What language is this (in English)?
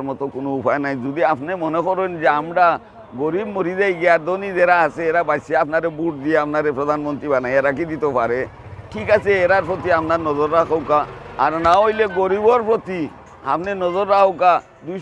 Sylheti